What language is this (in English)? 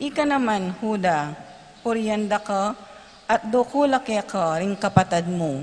Pampanga